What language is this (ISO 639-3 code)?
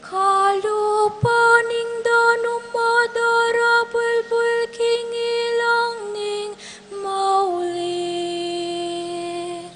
pam